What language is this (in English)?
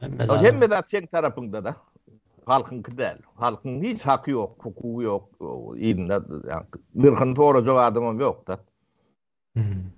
Turkmen